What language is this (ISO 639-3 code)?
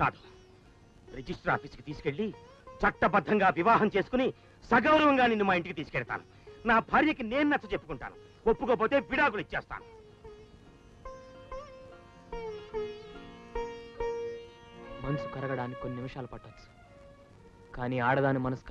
tel